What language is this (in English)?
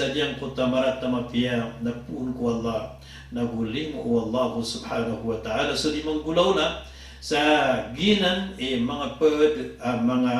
Maranao